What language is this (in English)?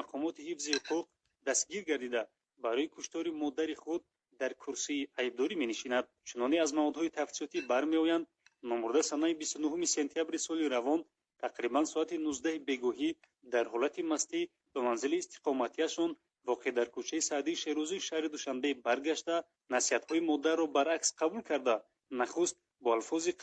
Tajik